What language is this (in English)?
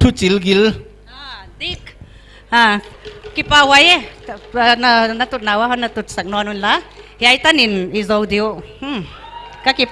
Paite Chin